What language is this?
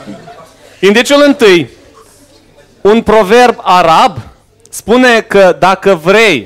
Romanian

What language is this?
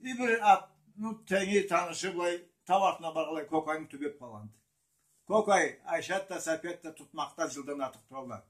Karachay-Balkar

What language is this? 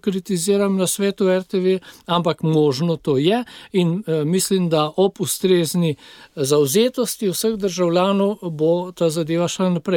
Slovenian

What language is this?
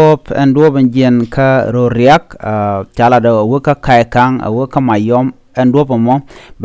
Nuer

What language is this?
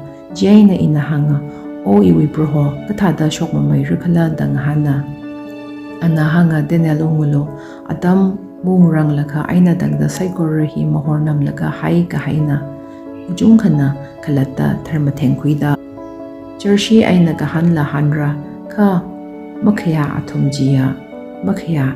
Tangkhul Naga (India)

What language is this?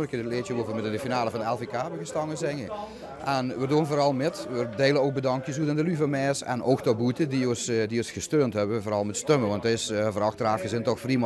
Limburgish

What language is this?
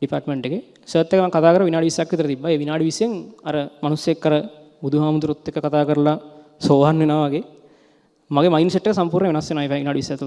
Sinhala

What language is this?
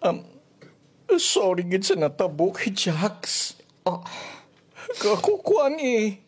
Hiligaynon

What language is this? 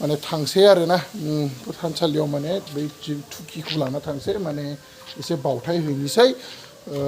Bodo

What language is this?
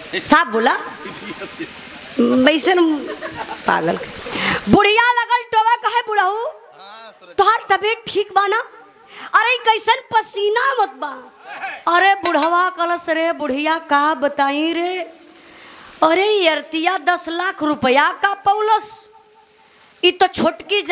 Bhojpuri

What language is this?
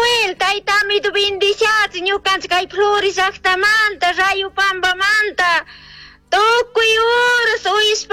Chimborazo Highland Quichua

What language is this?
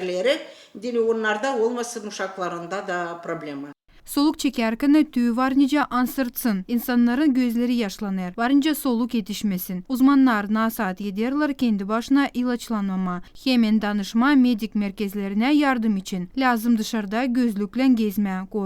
Gagauz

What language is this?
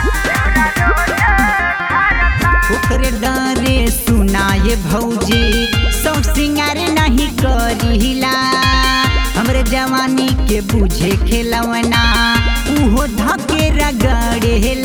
Bhojpuri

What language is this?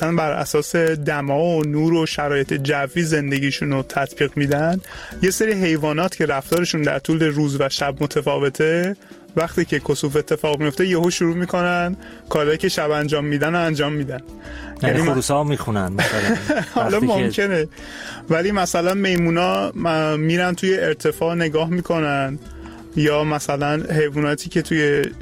Persian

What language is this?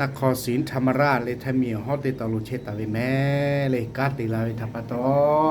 Lahu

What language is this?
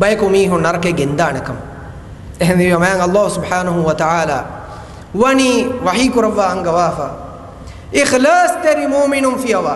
Divehi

